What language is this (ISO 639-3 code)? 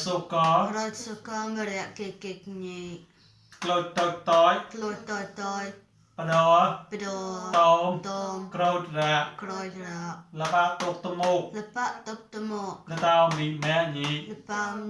mnw